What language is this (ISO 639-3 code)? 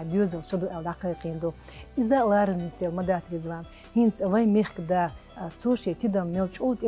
che